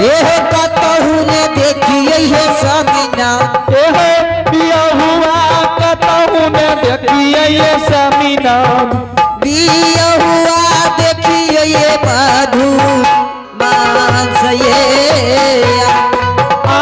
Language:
Angika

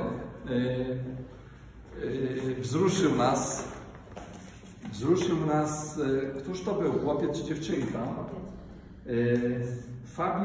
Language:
Polish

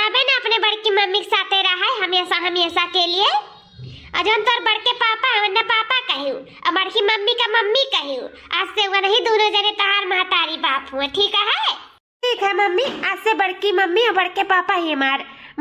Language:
Awadhi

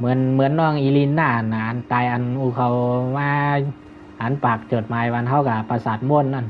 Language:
Shan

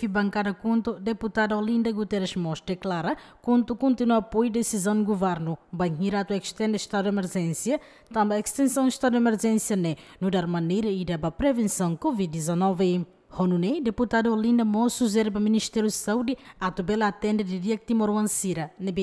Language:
Tetum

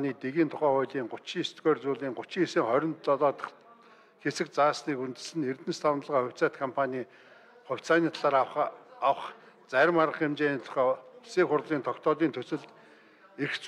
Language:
Mongolian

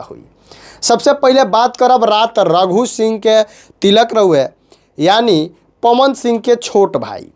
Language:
Bhojpuri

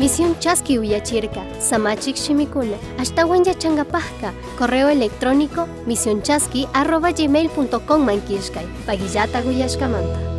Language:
Chimborazo Highland Quichua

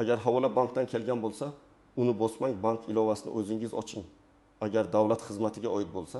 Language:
Uzbek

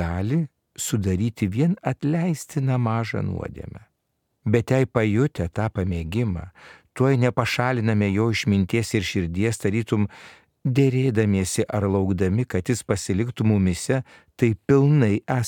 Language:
Lithuanian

